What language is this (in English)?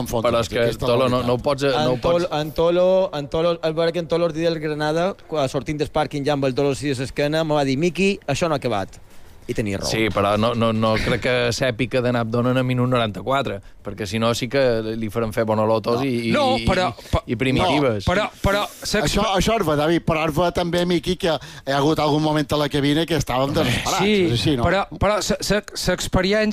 Catalan